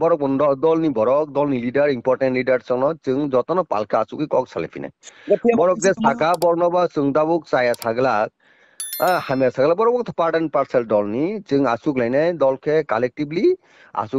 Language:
Kok Borok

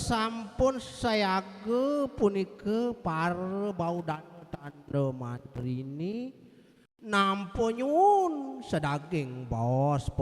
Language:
Balinese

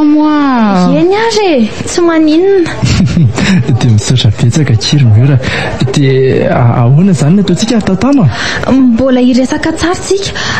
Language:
Malagasy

